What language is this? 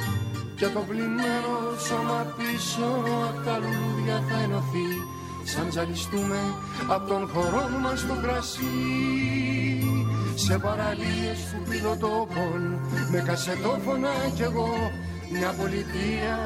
Greek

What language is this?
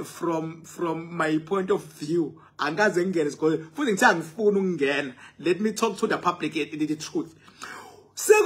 Zulu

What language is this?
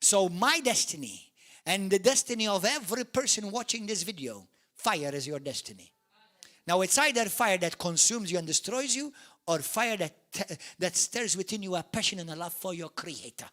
English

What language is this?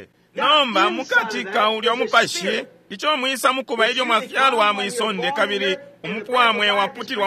Bemba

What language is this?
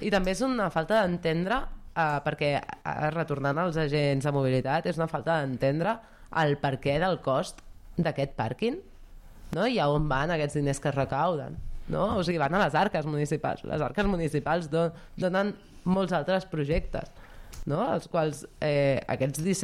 Catalan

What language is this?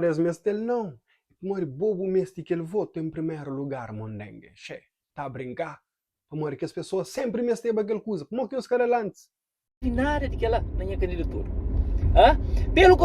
Kabuverdianu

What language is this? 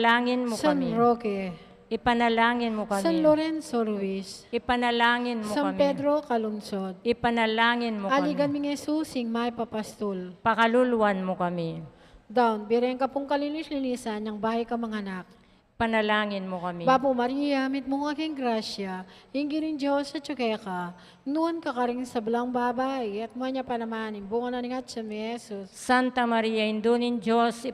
Pampanga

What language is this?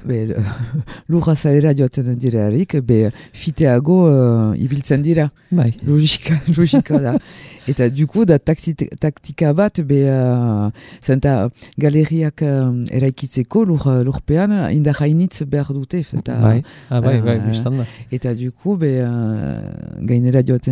Basque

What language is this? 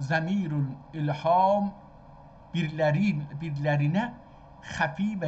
South Azerbaijani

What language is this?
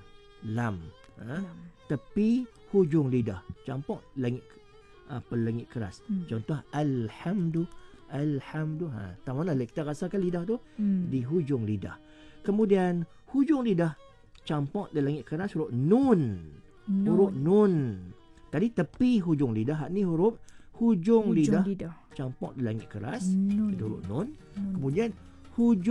Malay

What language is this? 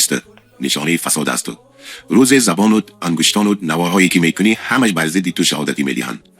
Tajik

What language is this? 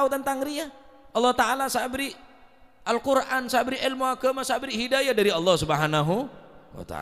Madurese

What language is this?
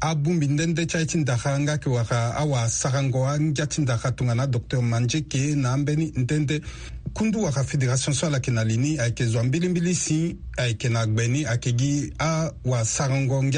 Sango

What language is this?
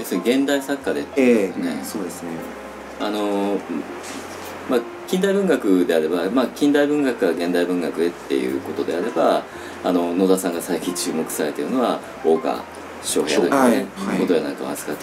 Japanese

